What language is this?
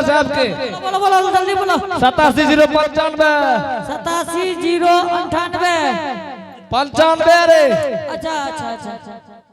Angika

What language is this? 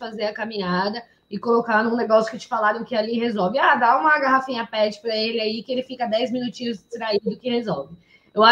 Portuguese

